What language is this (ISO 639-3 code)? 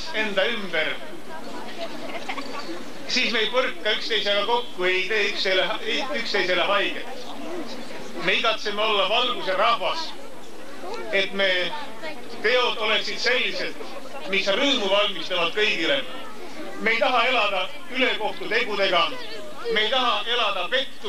est